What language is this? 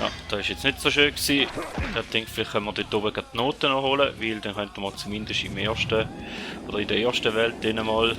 Swiss German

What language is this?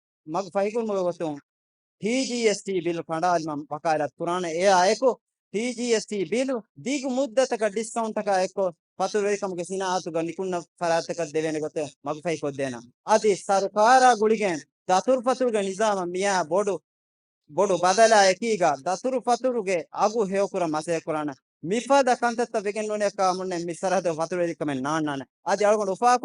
Divehi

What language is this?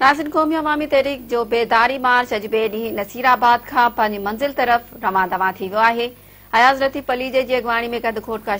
Sindhi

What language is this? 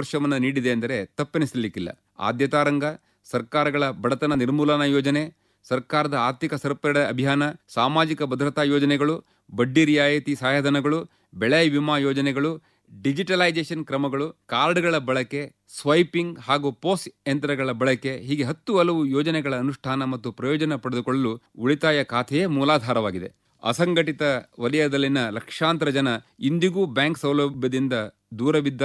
Kannada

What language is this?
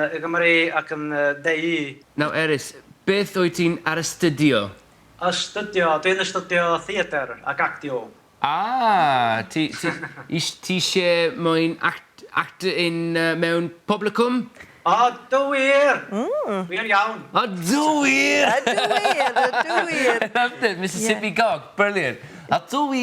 Welsh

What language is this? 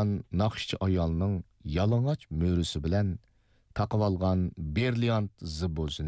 Uyghur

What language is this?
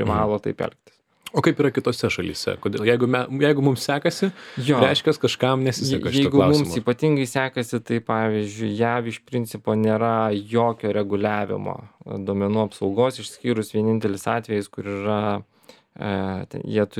Lithuanian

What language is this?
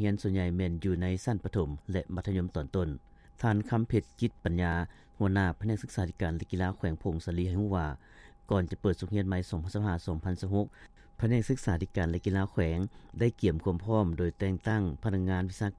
Lao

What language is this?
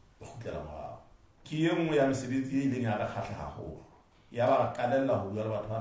Southern Sotho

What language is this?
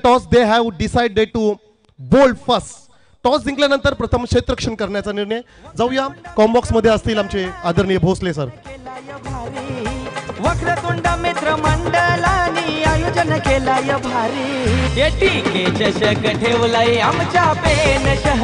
Marathi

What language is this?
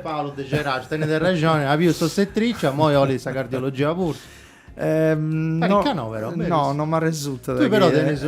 Sardinian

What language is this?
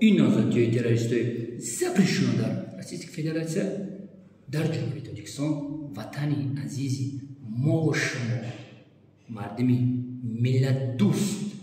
Tajik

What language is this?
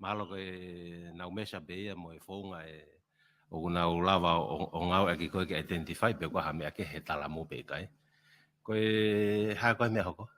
Tongan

